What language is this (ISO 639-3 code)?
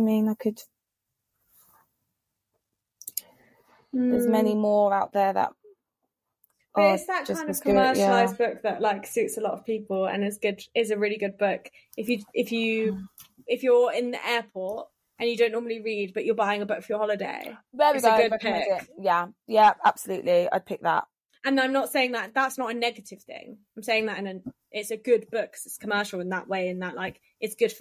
eng